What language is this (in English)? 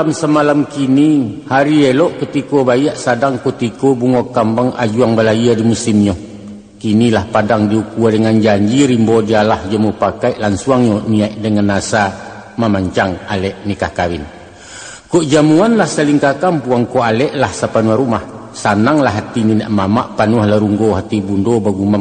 Minangkabau